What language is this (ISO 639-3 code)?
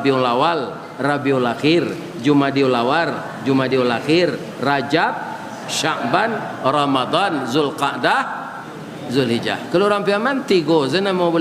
min